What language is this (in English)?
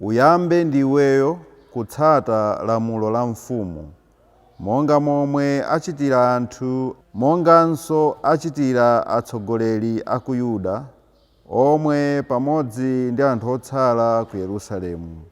Nyanja